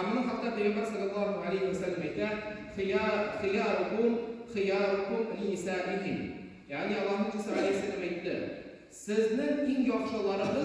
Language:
Tatar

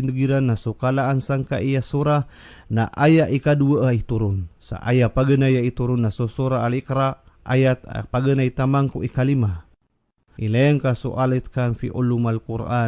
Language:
Maranao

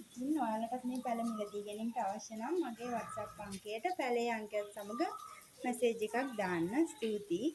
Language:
Sinhala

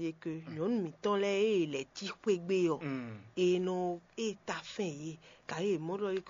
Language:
Fon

